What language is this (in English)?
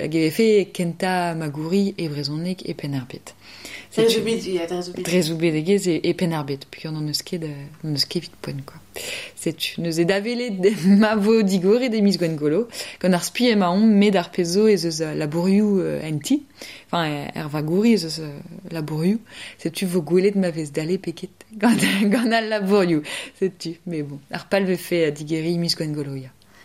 Breton